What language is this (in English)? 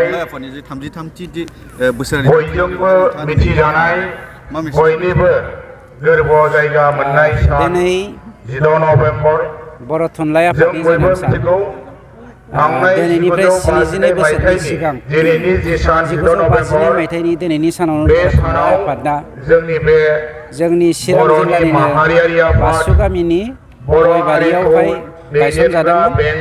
Bodo